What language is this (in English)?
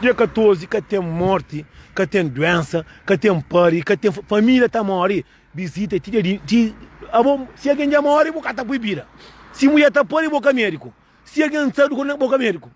Kabuverdianu